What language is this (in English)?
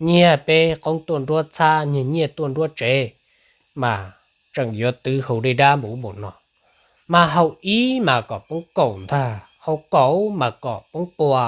Hmong